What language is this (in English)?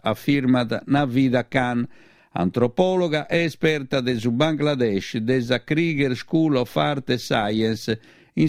Sardinian